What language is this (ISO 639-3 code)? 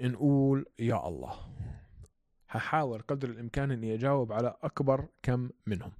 apc